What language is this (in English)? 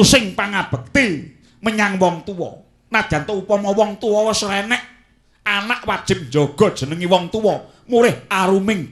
Javanese